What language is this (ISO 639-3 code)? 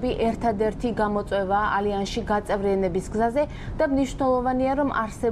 kat